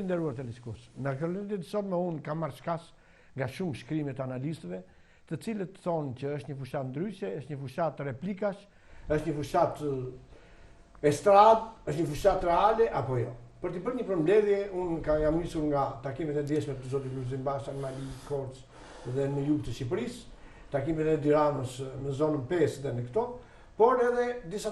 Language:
Albanian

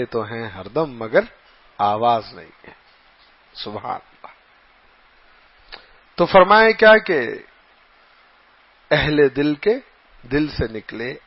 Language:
Urdu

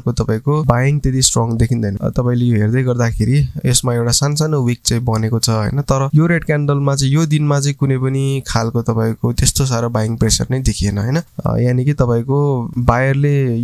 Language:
Nepali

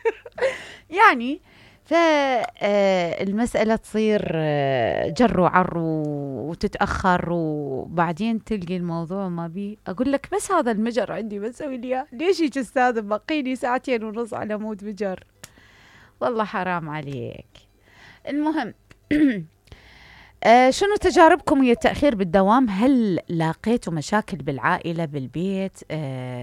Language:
Mesopotamian Arabic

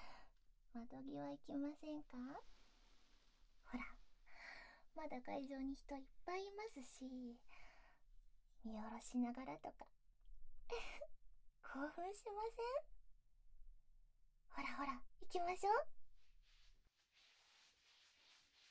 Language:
Japanese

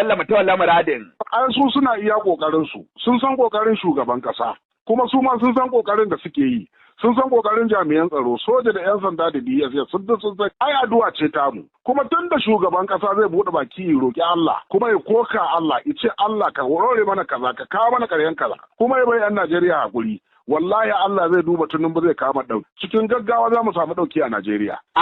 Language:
Hausa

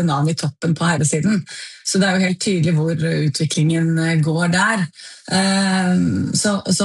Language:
Norwegian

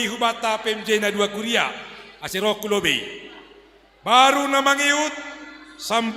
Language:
Batak Simalungun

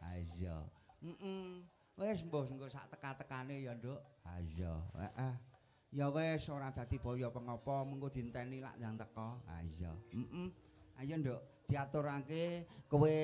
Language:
Javanese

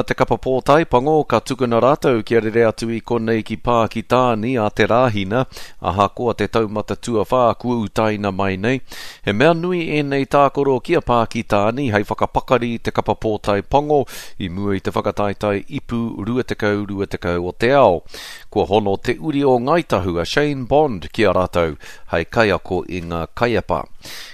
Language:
Māori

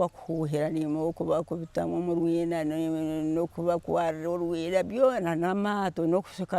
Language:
Nyankole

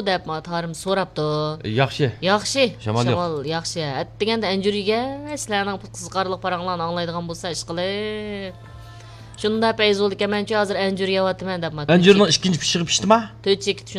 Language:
Uyghur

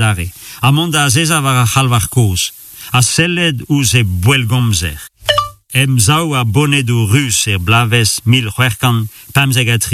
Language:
Breton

